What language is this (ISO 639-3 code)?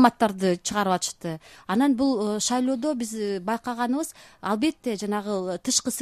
kir